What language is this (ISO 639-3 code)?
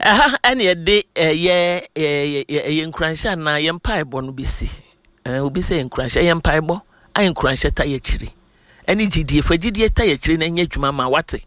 aka